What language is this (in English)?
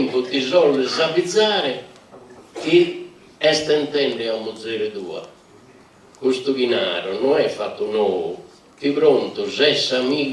Sardinian